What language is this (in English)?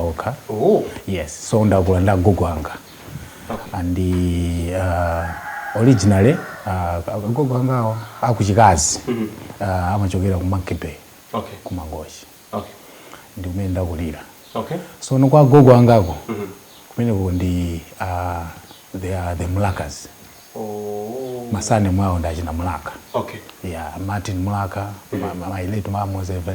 Nyanja